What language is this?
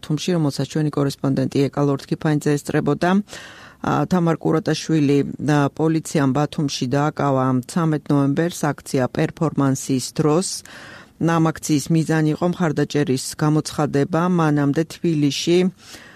Georgian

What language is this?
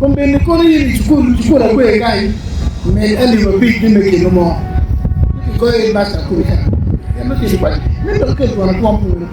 Acoli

